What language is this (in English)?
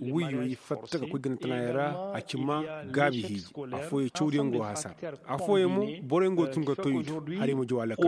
Koyraboro Senni